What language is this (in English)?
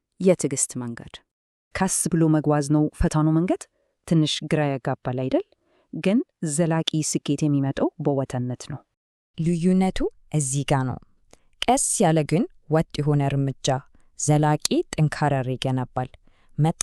Amharic